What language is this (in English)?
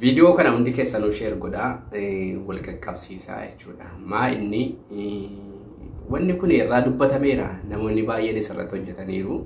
Oromo